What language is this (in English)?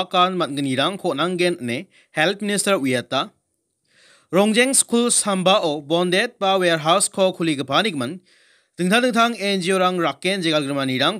Garo